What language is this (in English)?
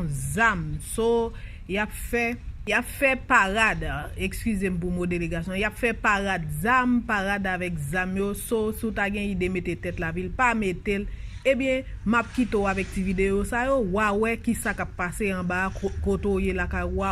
Haitian Creole